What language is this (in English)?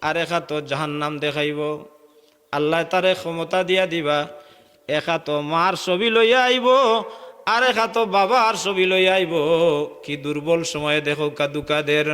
Sylheti